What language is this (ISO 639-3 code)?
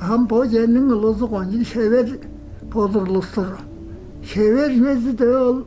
tyv